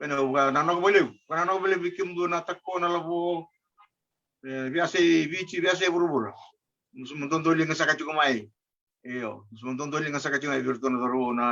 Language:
Fijian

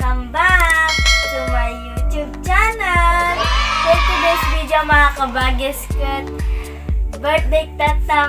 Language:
Iloko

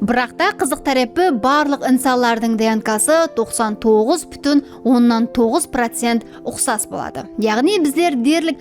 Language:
Kara-Kalpak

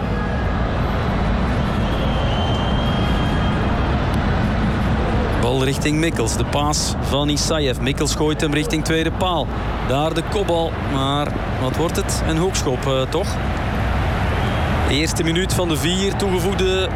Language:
Dutch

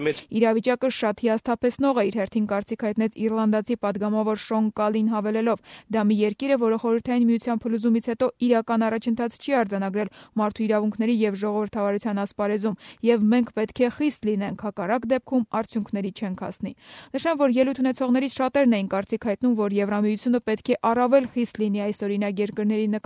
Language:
Armenian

